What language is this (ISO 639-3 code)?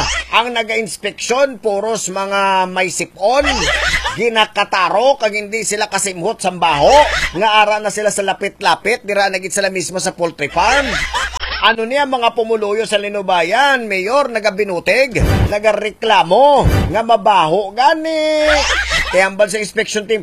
hil